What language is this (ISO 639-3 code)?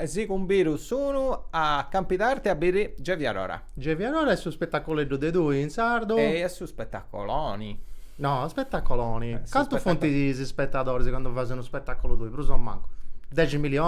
srd